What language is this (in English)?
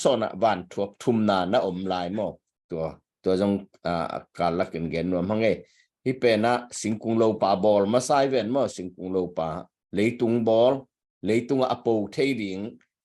Tedim Chin